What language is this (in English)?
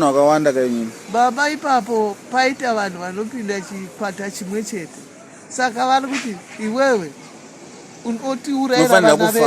Shona